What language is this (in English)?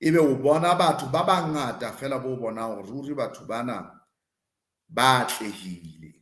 Southern Sotho